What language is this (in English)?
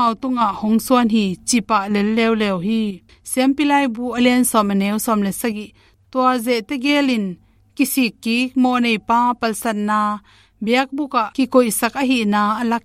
Tedim Chin